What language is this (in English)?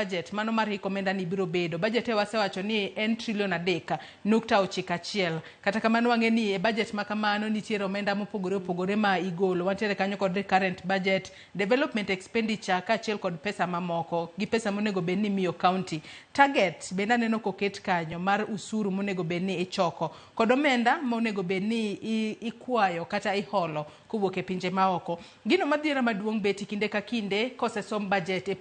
Luo (Kenya and Tanzania)